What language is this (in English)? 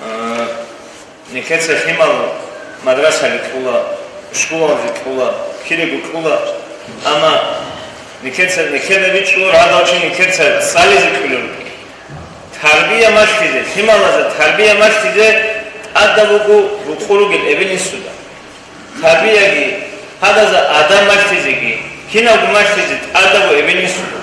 Avaric